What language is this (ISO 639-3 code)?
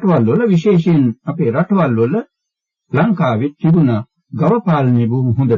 sin